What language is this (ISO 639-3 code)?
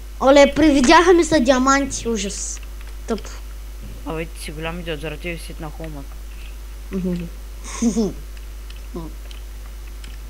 bul